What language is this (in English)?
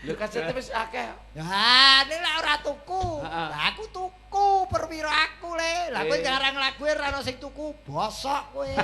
Javanese